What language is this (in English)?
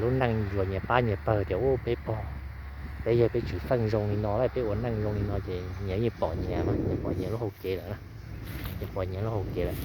Hmong